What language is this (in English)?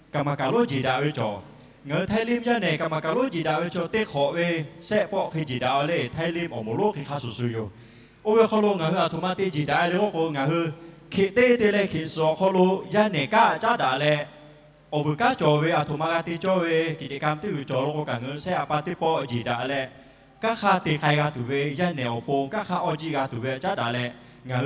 Lahu